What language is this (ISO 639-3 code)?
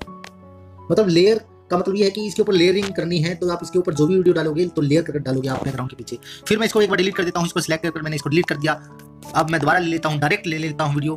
hin